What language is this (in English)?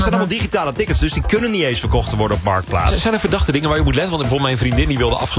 Dutch